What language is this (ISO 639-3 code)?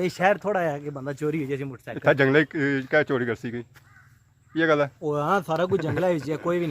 phr